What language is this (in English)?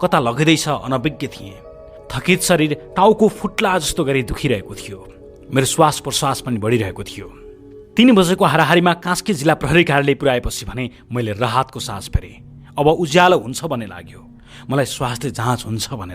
Nepali